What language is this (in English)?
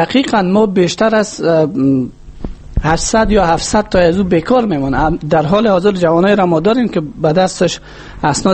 Persian